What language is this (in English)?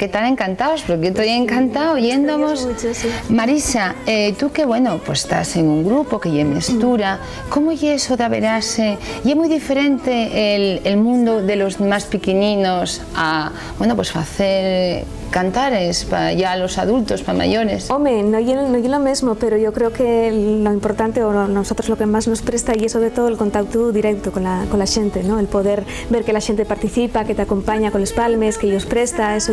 Asturian